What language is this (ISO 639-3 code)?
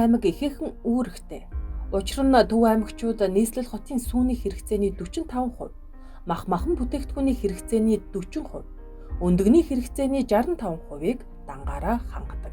mon